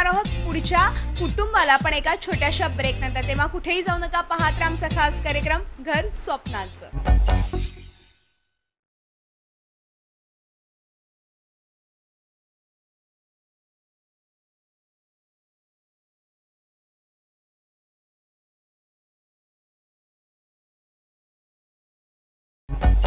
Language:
Marathi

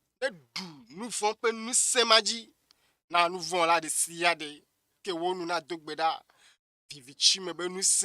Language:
Ewe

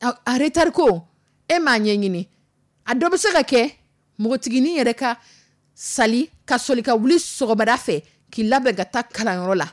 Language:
Dyula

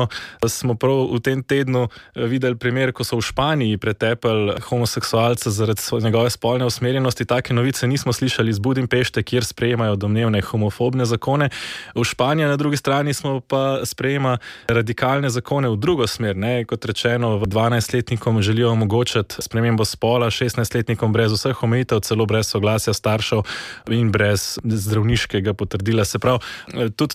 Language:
Slovenian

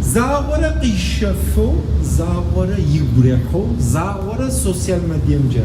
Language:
Kabardian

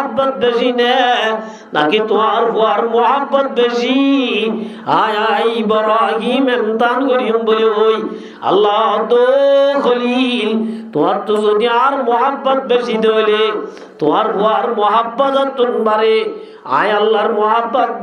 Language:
Rohingya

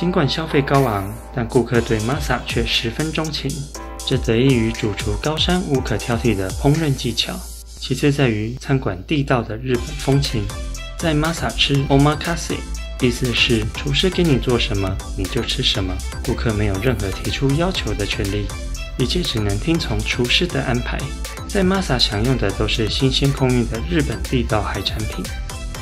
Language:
Chinese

